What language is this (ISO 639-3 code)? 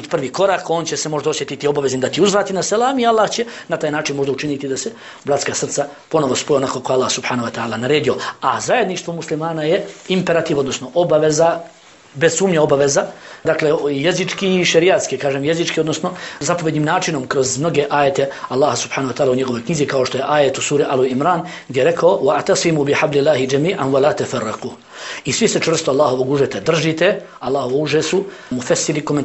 bos